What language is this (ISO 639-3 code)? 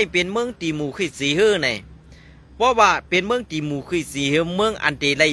shn